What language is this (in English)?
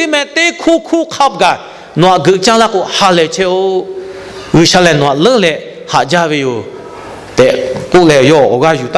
Lahu